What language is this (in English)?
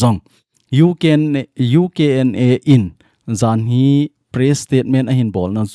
Thado Chin